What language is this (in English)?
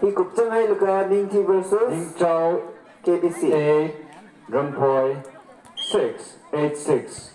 Tangkhul Naga (India)